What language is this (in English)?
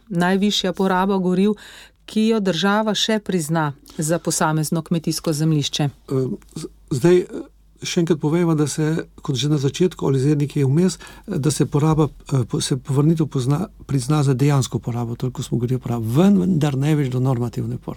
Slovenian